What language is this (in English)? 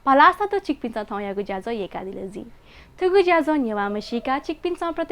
Newari